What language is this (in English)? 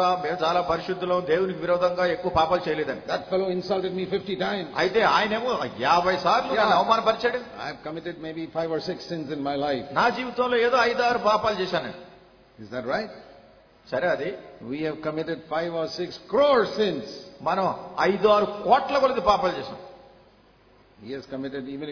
Telugu